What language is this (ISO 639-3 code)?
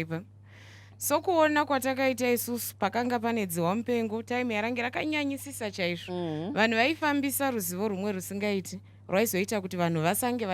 sna